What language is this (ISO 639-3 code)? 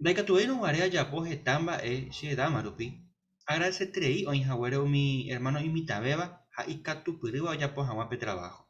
grn